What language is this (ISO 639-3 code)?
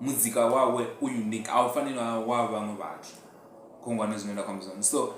ven